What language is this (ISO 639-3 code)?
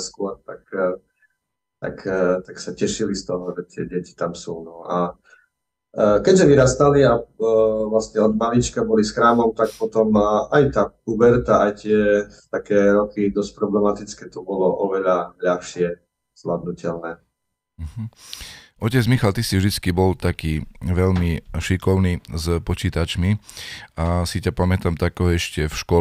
slk